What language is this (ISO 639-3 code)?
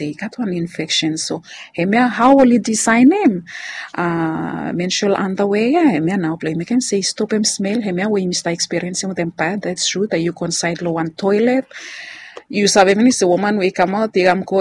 bis